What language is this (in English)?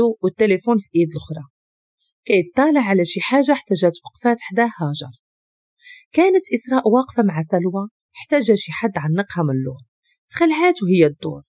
Moroccan Arabic